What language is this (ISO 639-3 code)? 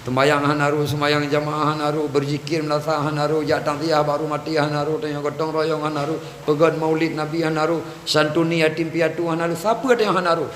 ace